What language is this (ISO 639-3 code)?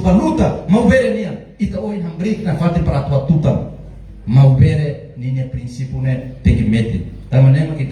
tet